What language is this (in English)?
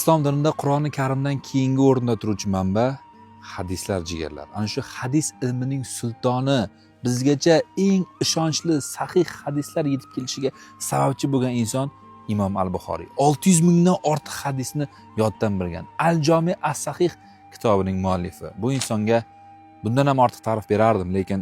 Uzbek